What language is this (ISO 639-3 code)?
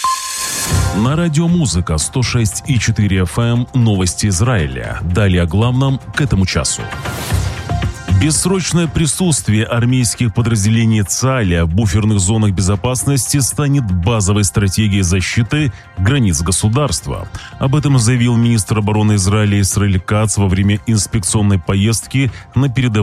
rus